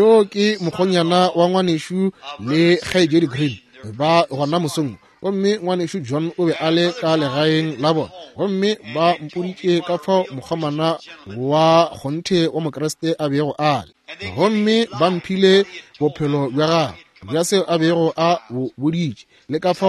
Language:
Northern Sotho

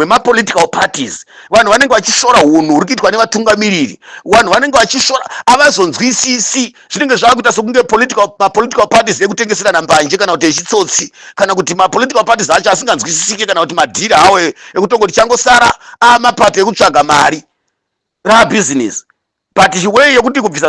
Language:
Shona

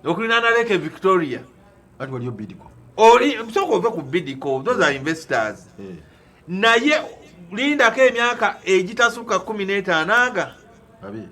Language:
Ganda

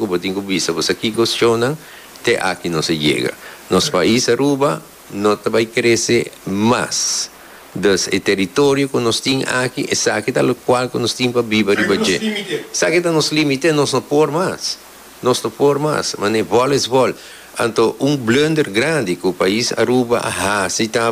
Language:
Papiamento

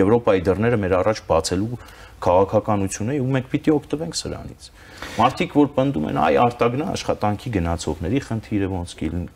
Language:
Armenian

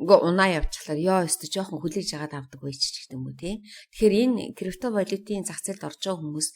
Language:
Mongolian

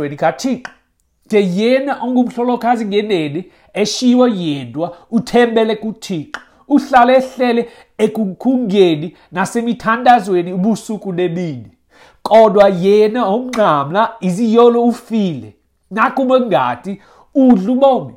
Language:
Xhosa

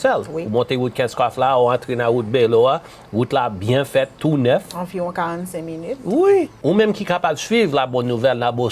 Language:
Haitian Creole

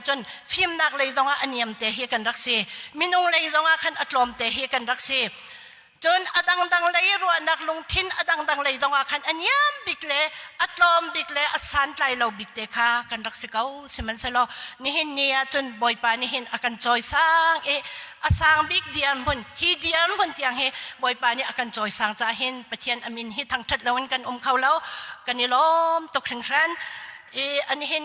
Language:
Hakha Chin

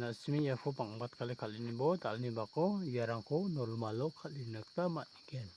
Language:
Garo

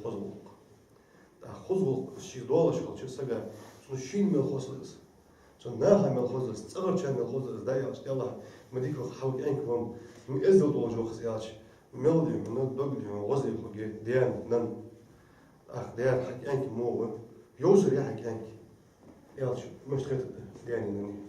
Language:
Ingush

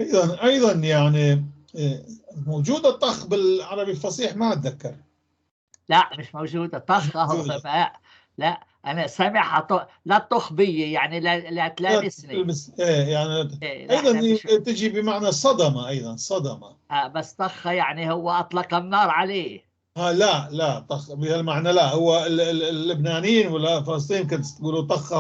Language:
North Levantine Arabic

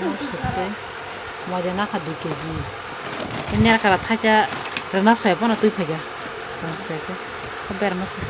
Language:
Kok Borok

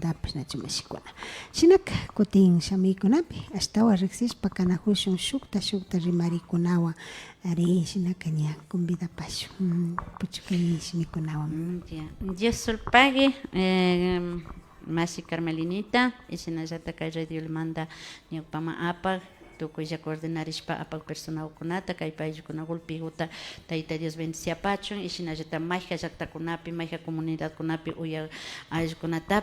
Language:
Imbabura Highland Quichua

